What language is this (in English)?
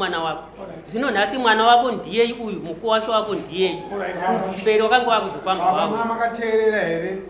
Shona